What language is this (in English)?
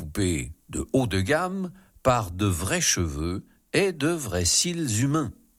French